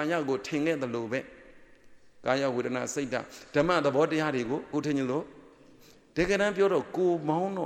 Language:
Burmese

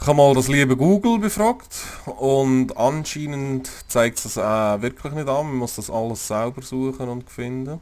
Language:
Swiss German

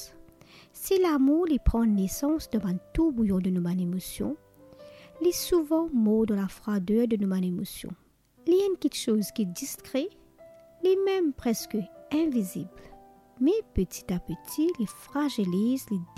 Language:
Morisyen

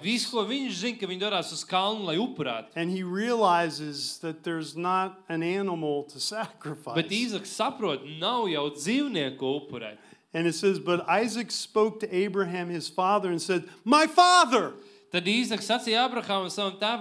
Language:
Latvian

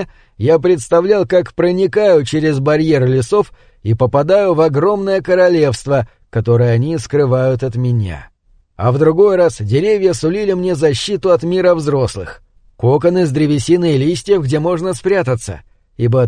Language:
Russian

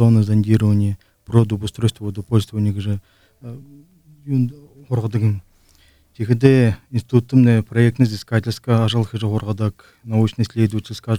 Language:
Buriat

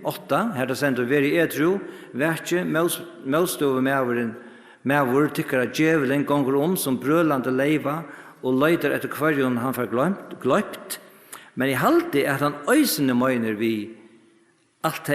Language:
Faroese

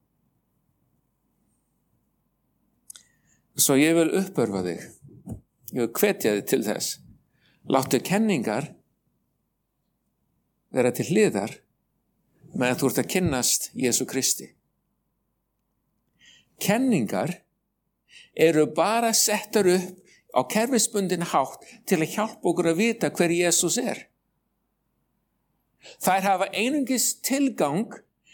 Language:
Icelandic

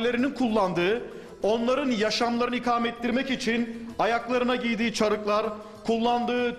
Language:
Turkish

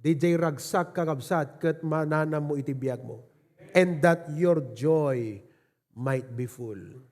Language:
Iloko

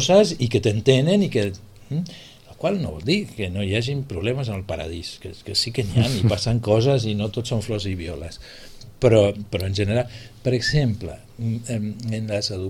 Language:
Catalan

